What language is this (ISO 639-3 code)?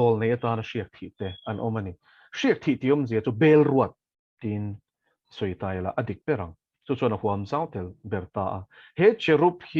lus